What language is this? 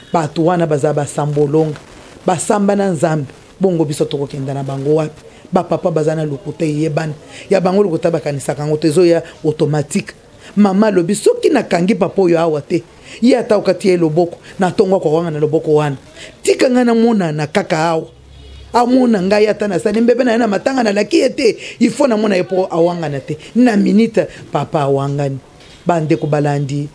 Lingala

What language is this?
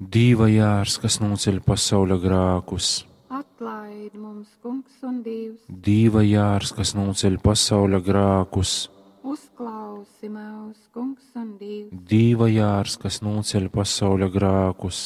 Latgalian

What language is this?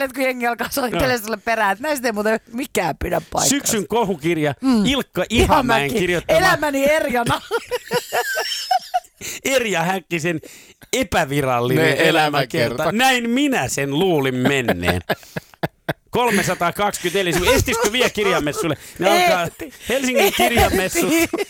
Finnish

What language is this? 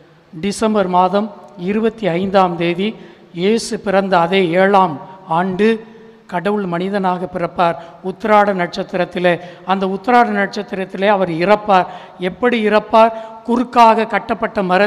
Tamil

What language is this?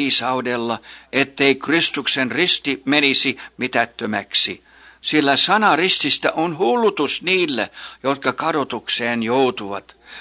Finnish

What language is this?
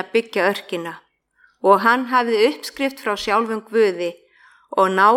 Icelandic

